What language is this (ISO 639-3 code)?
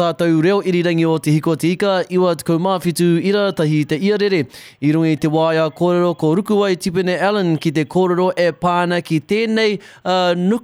mri